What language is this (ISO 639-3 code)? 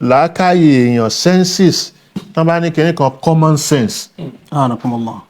yor